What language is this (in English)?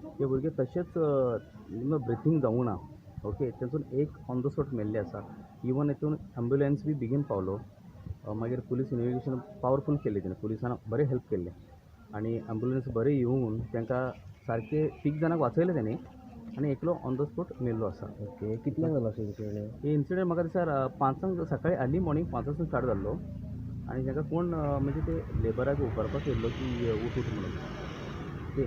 Konkani